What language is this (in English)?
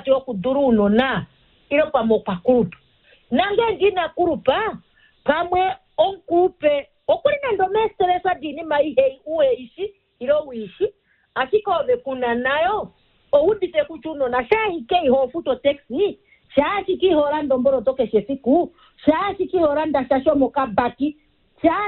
Kuanyama